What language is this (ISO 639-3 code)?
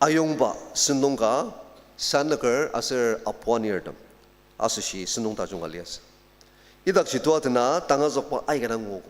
njo